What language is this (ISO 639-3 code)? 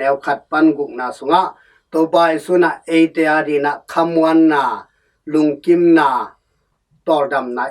ctd